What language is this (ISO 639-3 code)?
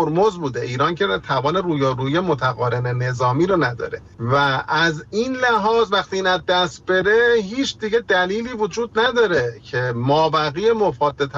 fas